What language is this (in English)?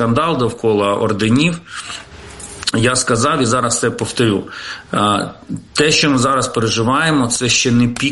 Ukrainian